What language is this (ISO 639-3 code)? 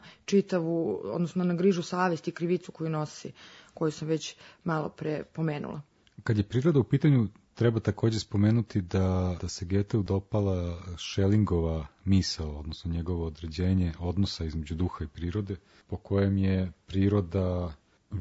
srp